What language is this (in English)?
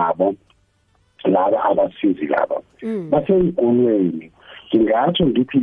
South Ndebele